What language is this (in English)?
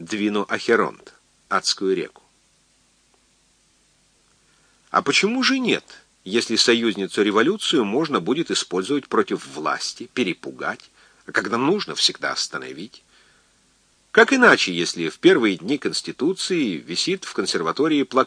Russian